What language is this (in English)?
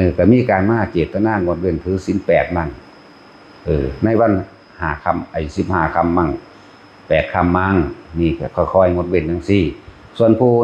Northeastern Thai